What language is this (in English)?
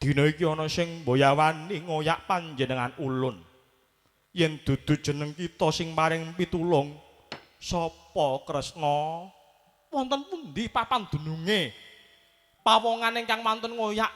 Javanese